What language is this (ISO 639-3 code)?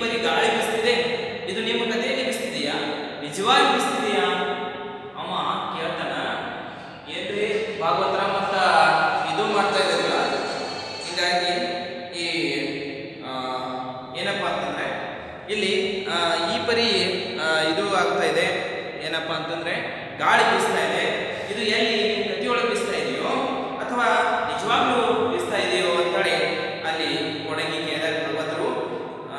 kan